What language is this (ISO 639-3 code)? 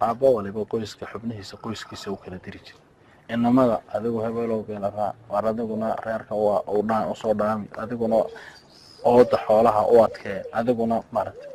som